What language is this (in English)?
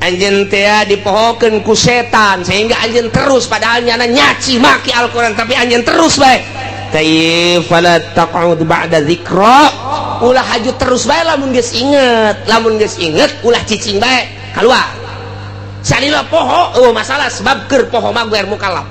Sundanese